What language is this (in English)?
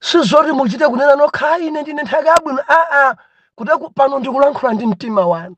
Nyanja